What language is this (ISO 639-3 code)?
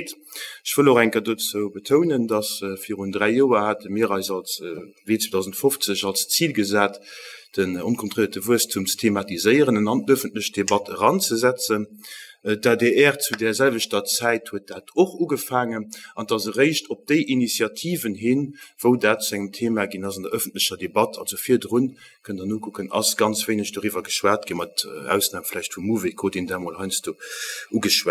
ltz